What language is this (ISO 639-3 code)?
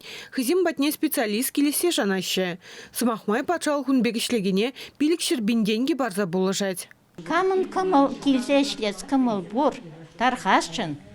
chv